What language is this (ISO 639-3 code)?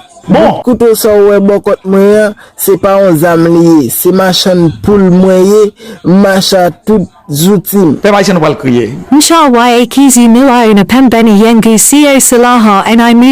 hat